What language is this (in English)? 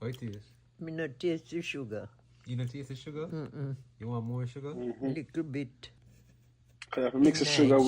Jamaican Creole English